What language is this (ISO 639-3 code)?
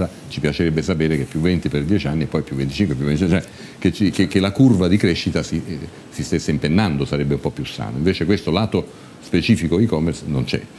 ita